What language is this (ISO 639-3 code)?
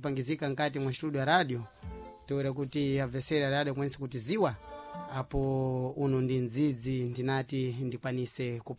seh